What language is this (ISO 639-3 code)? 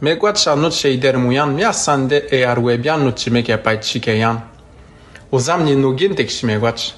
atj